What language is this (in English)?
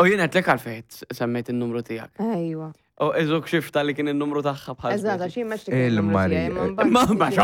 Maltese